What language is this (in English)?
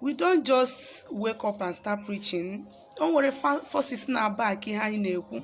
Igbo